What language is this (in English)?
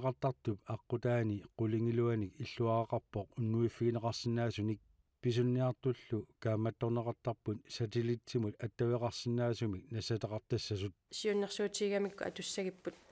Kalaallisut